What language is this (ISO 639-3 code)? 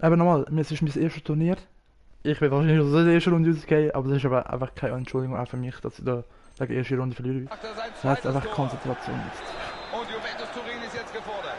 gsw